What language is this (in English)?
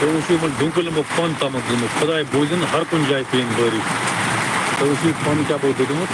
Kashmiri